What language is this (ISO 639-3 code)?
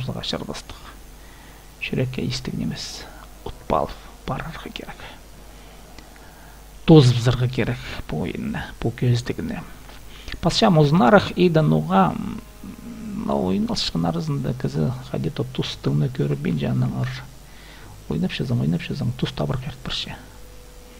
kaz